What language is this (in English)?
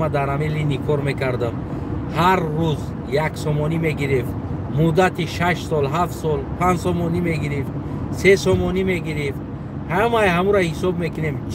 Tajik